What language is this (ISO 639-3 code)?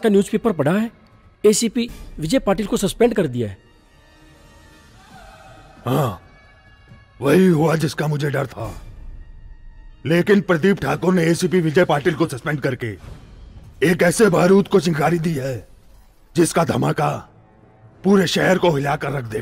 hin